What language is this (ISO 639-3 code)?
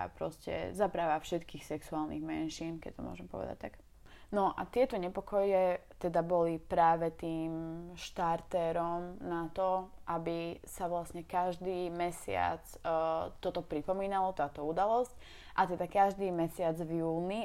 slk